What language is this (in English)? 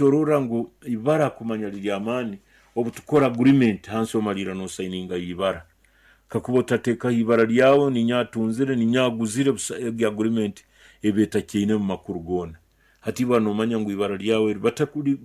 Nyoro